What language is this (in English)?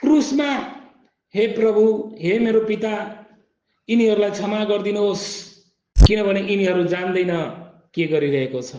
Nepali